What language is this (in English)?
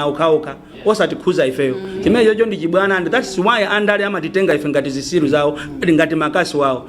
Nyanja